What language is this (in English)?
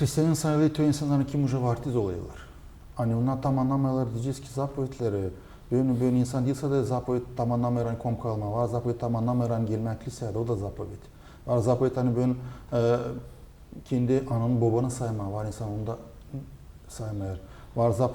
Gagauz